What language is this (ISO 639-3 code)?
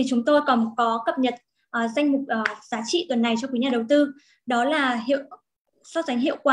vie